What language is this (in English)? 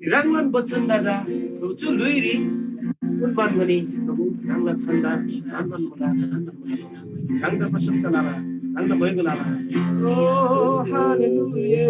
Eastern Tamang